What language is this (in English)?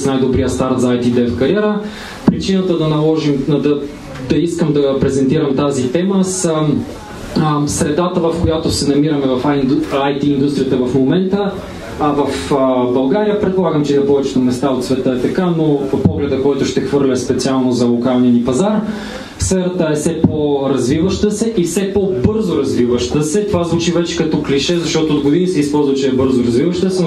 Bulgarian